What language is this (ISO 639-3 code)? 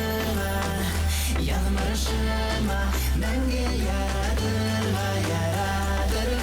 bak